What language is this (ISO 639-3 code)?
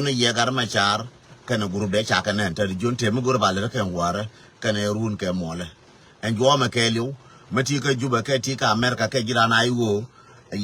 nus